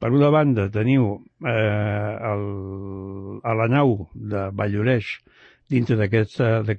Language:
Catalan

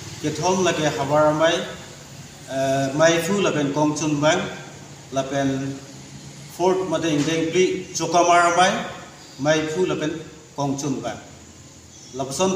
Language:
Karbi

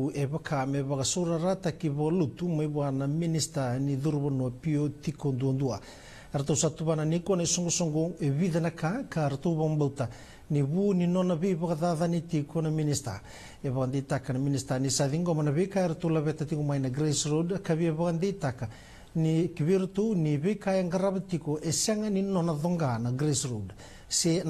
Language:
Fijian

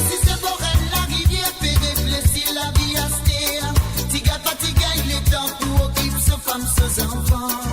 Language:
Morisyen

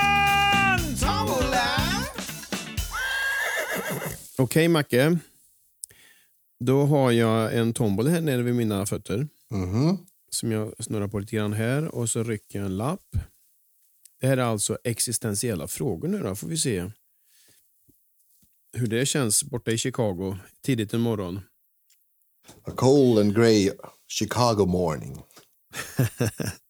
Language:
Swedish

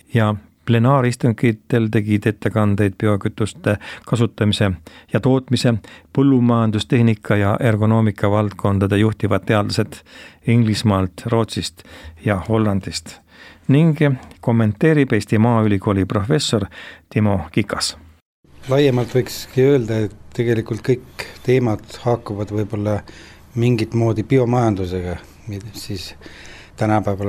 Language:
Estonian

